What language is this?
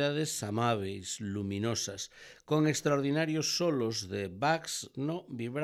Galician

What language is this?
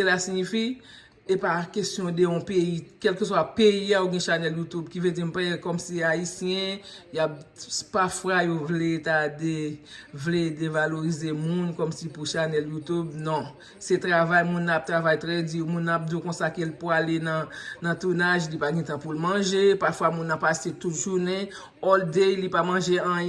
Haitian Creole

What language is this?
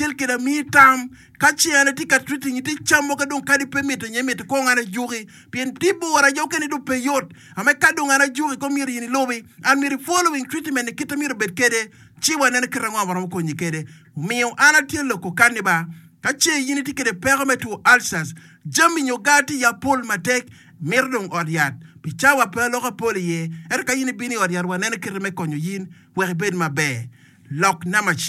Acoli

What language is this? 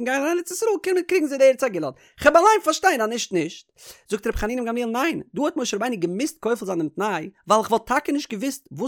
Yiddish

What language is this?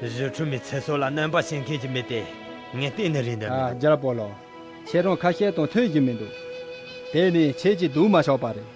Khams Tibetan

